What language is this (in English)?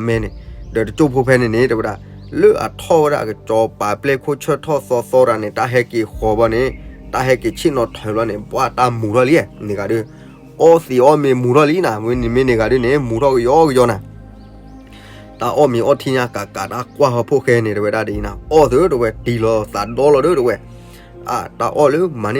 S'gaw Karen